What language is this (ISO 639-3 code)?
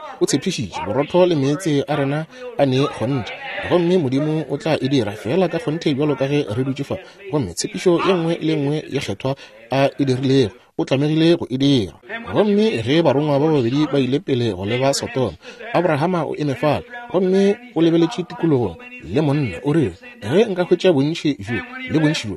nso